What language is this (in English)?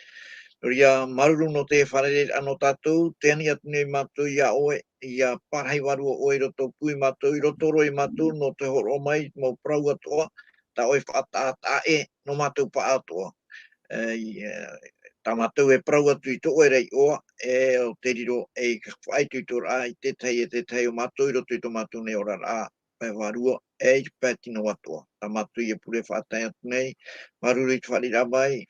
Tahitian